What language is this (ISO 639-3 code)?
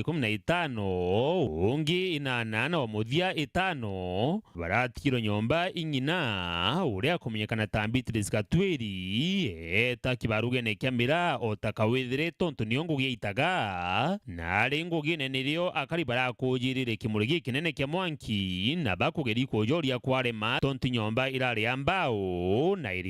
mer